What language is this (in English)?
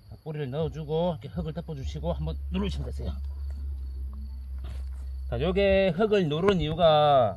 Korean